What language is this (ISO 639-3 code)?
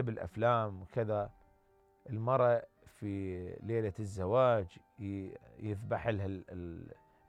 acm